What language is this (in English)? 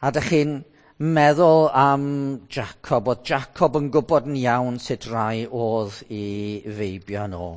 Welsh